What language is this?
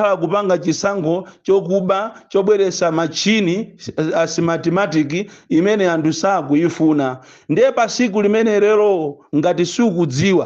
Nyanja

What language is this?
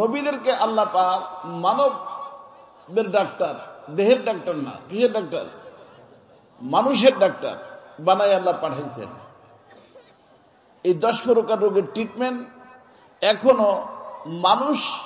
Bangla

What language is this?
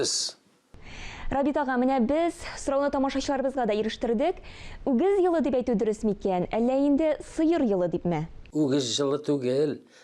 Tatar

